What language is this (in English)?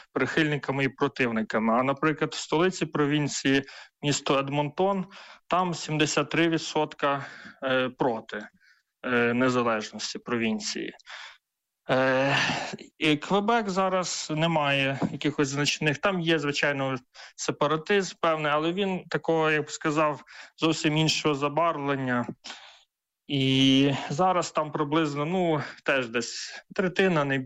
Ukrainian